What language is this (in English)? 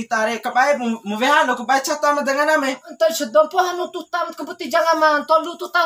Bima